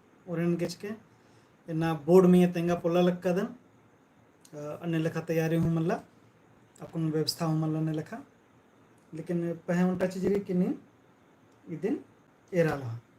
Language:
Kurukh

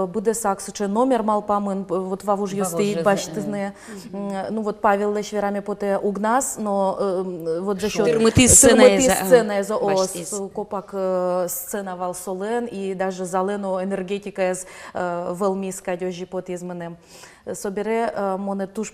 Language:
Udmurt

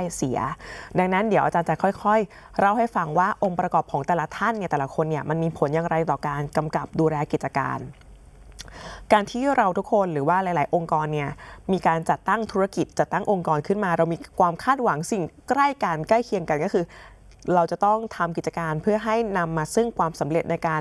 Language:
Thai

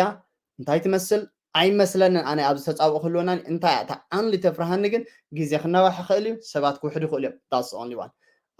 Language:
Tigrinya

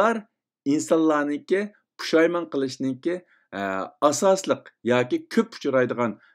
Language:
Uyghur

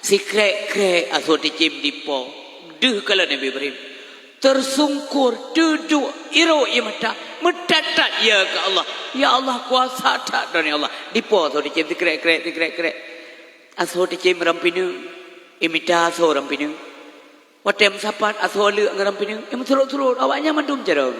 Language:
Achinese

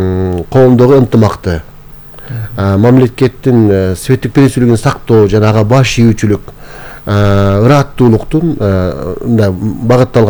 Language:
Kyrgyz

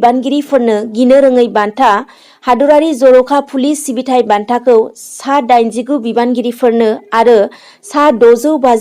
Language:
Bodo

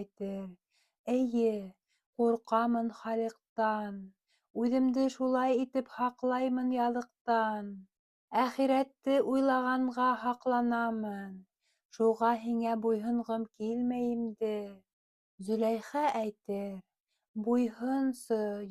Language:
Bashkir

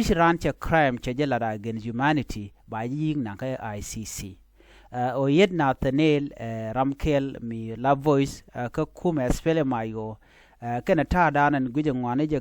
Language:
Nuer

